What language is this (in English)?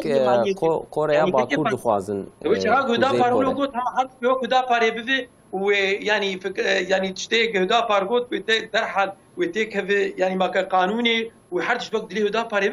Kurdish